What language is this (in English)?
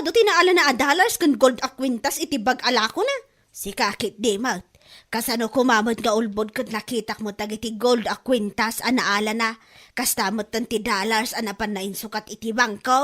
Iloko